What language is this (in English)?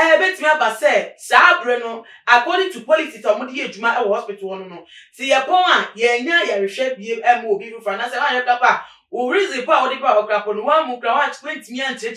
Akan